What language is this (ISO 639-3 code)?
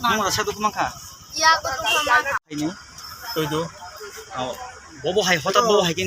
trp